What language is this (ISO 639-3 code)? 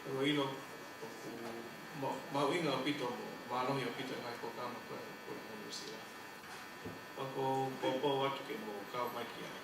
ton